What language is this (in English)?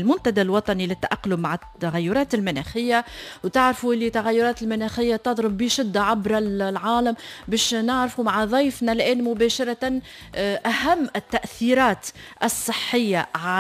Tunisian Arabic